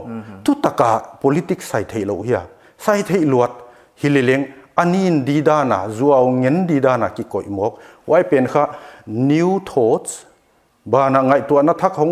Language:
Paite Chin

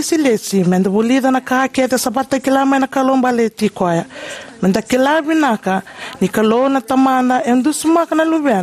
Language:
Fijian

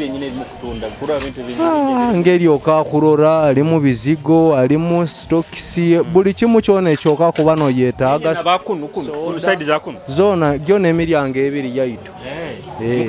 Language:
Nyoro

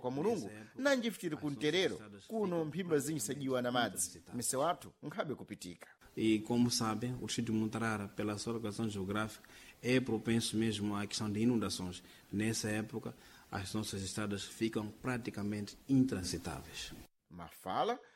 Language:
Sena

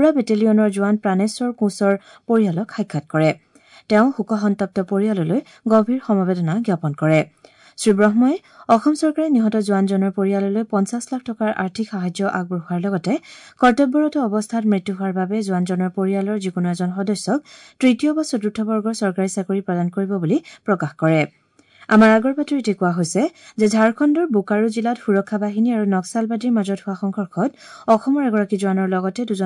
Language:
Assamese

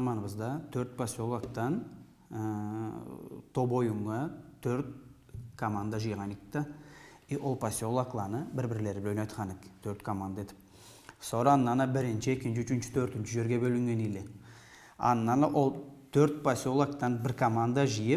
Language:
Karachay-Balkar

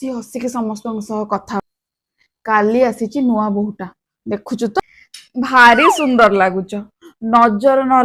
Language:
Odia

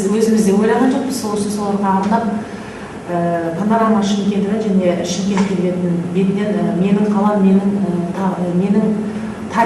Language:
Kazakh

